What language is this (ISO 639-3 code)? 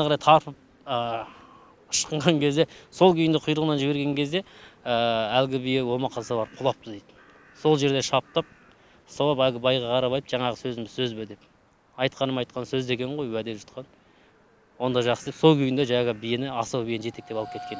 kaz